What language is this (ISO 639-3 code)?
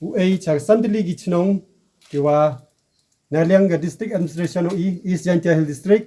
kha